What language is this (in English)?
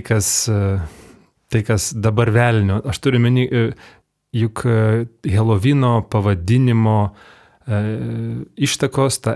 Lithuanian